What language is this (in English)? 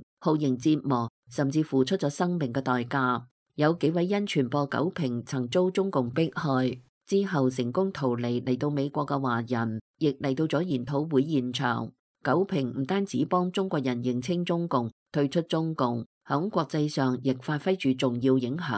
Cantonese